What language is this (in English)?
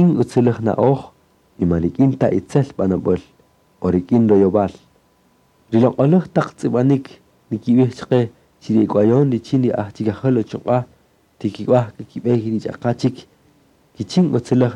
Kaqchikel